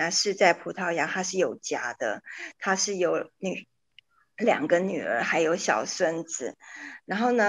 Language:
Chinese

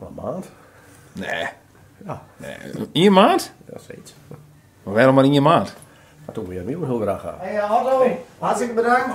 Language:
Western Frisian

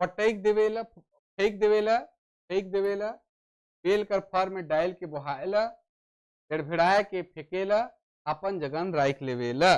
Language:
Sadri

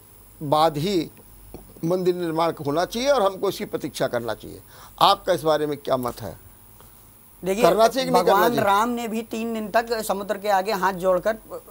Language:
Hindi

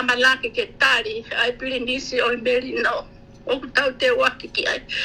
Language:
Tongan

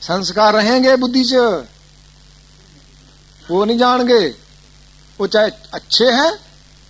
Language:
Punjabi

